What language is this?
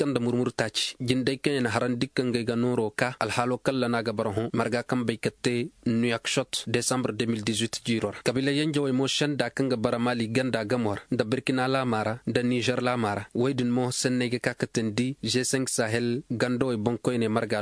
Zarma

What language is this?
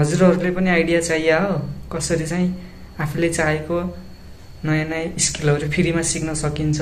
Nepali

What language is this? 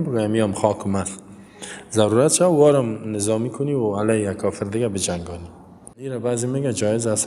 Persian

